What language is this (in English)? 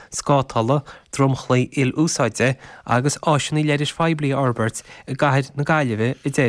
Irish